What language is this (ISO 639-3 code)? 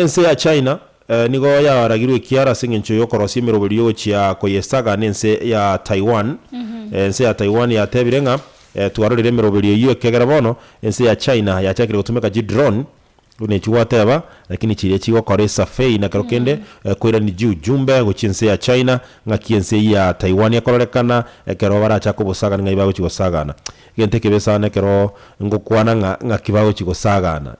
guz